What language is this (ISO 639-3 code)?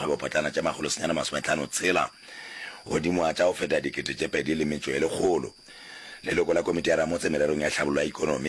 nso